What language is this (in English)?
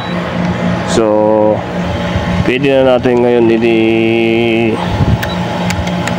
Filipino